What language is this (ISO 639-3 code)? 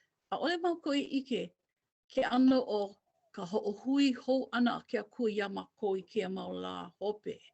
haw